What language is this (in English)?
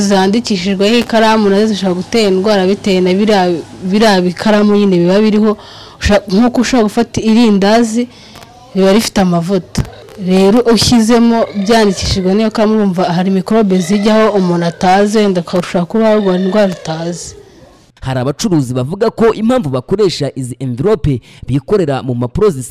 Kinyarwanda